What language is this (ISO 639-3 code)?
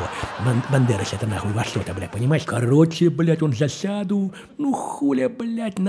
rus